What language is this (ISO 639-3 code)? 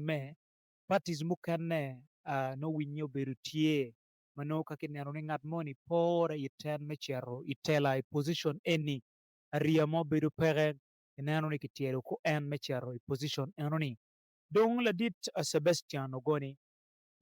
ach